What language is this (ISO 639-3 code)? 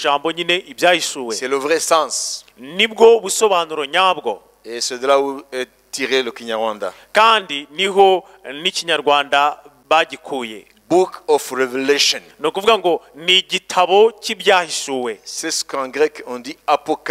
kin